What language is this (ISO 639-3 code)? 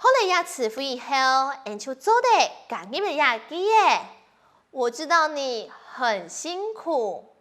hak